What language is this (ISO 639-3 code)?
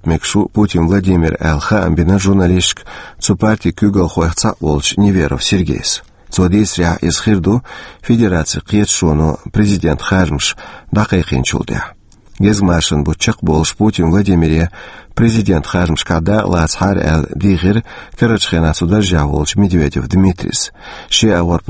che